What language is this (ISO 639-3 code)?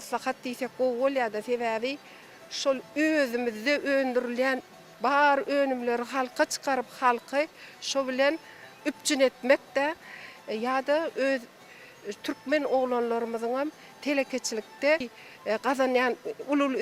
tuk